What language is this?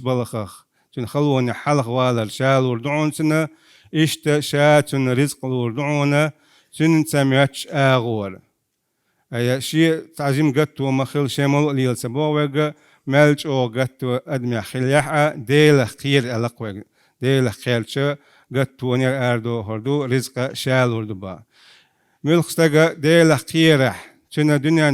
Chechen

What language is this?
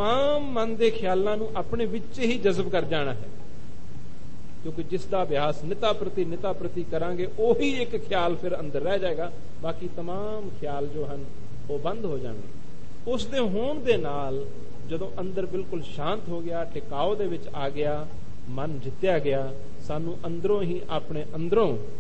Punjabi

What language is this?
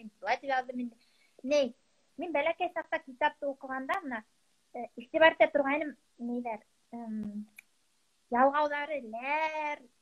Bashkir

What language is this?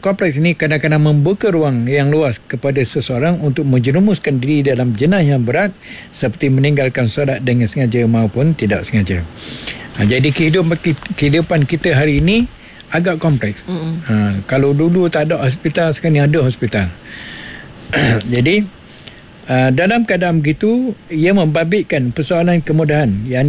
Malay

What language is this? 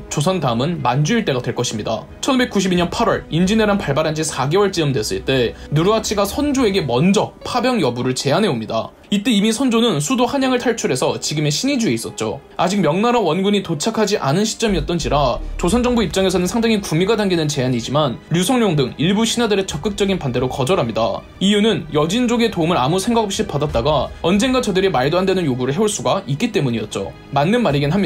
Korean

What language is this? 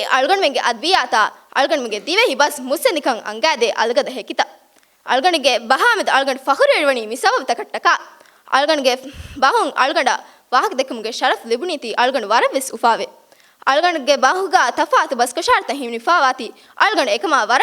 Divehi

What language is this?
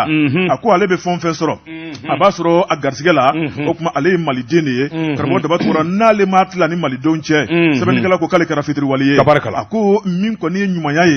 Bambara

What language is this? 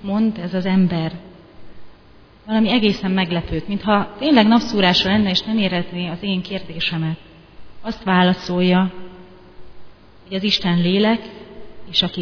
Hungarian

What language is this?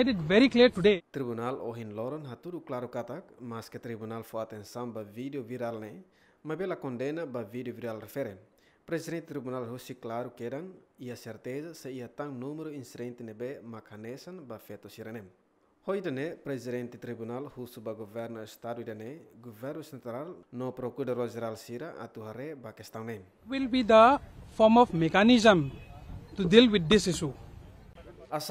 Tetum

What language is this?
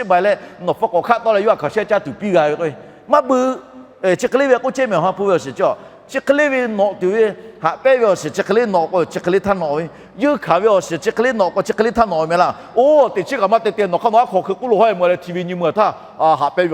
Lahu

